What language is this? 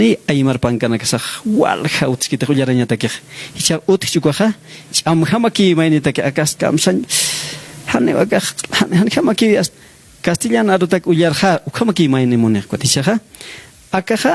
Aymara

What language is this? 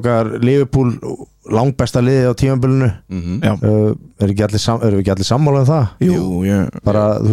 Icelandic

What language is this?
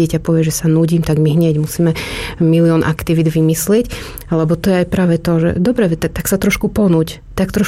Slovak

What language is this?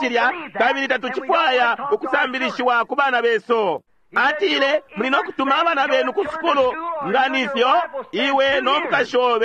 Bemba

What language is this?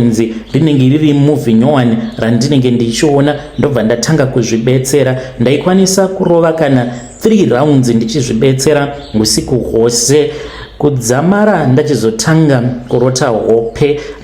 Shona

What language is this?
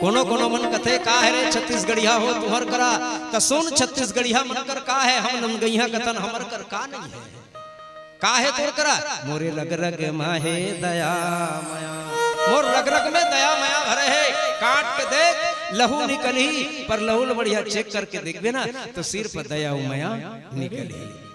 Chhattisgarhi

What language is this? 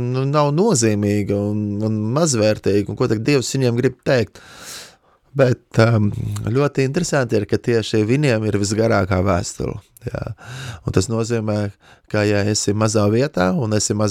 Latvian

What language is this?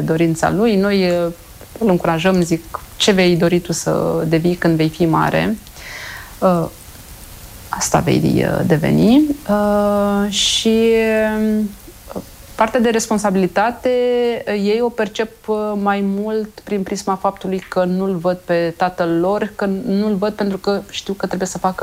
Romanian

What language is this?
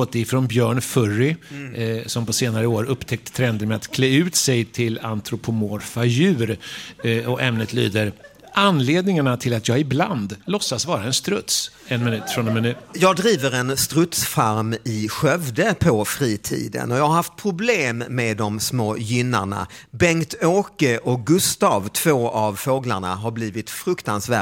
Swedish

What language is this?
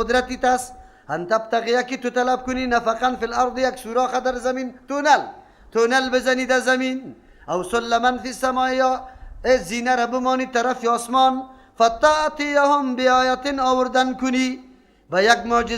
Persian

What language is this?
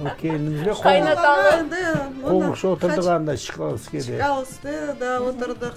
Crimean Tatar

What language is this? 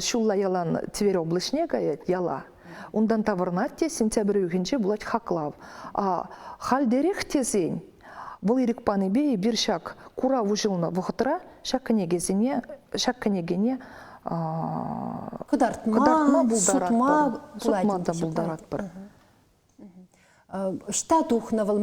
Chuvash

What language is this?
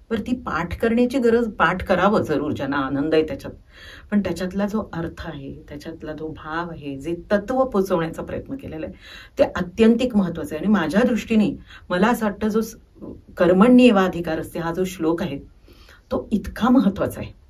Marathi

